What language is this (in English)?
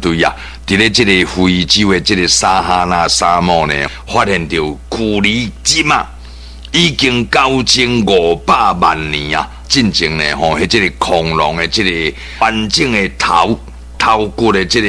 Min Nan Chinese